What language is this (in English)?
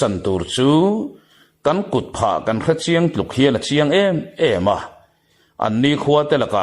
Mizo